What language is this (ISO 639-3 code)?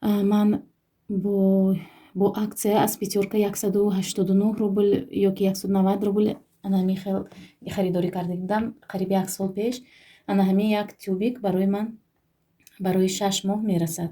tgk